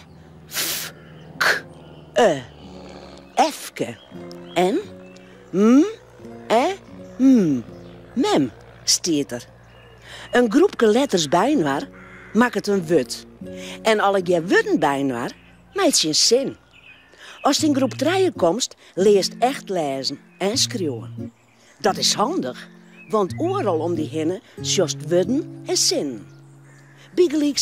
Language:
Western Frisian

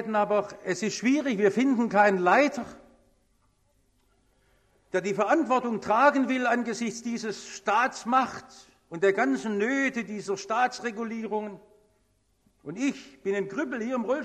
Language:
German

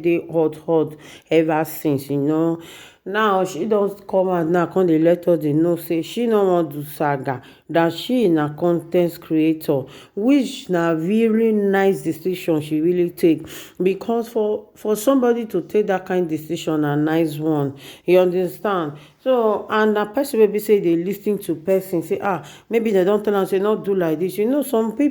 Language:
Nigerian Pidgin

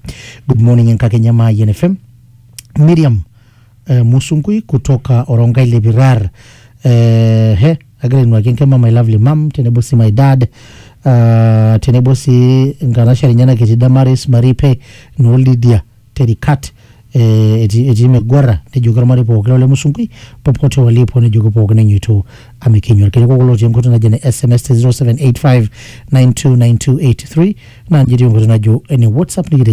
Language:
Masai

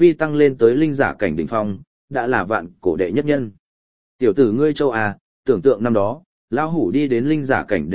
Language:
Vietnamese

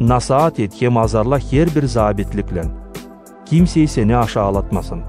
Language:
Gagauz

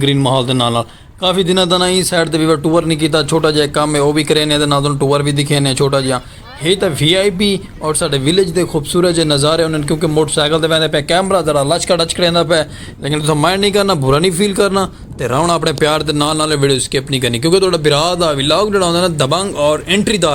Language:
Saraiki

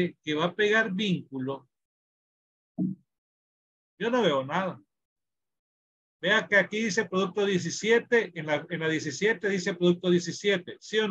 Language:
Spanish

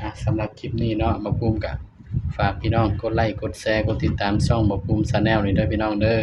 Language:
Northeastern Thai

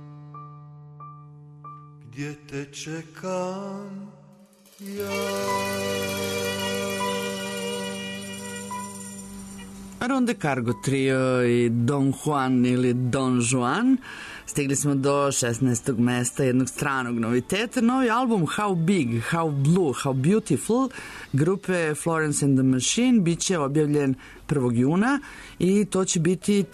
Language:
Serbian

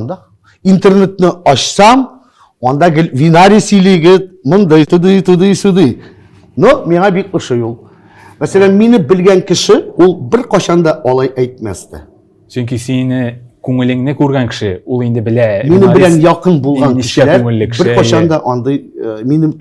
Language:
Tatar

